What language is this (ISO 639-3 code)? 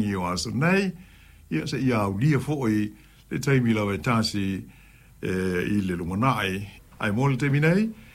smo